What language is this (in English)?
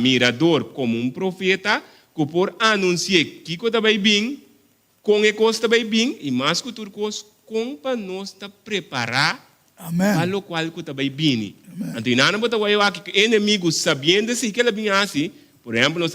Papiamento